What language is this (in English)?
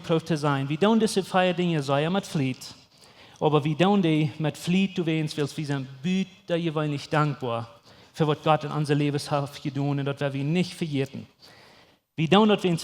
Plautdietsch